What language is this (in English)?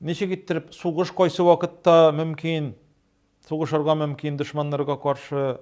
Tatar